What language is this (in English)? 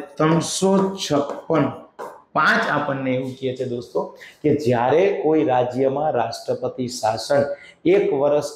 Gujarati